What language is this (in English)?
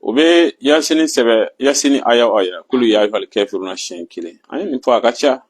Bambara